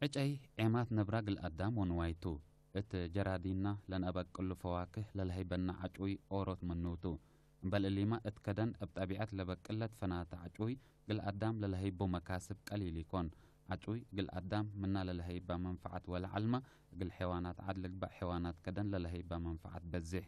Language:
Tigre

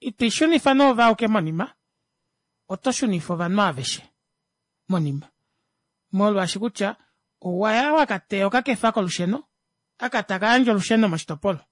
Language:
Kuanyama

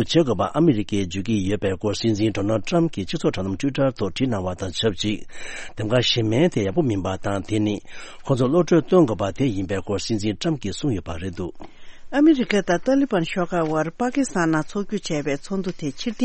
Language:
Tibetan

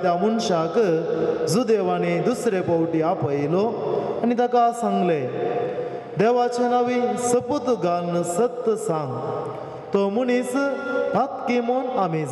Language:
Konkani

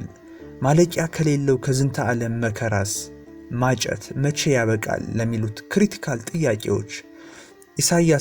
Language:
Amharic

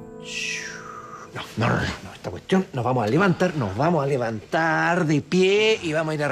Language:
Spanish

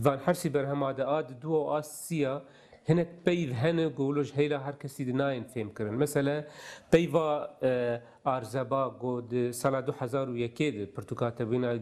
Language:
Kurdish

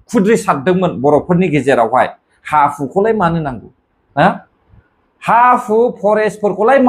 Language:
Bodo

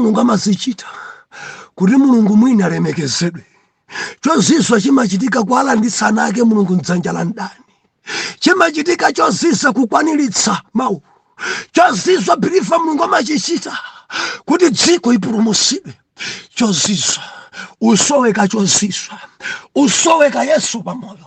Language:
Nyanja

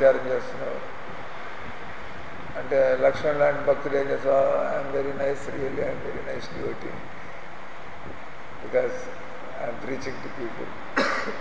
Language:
Telugu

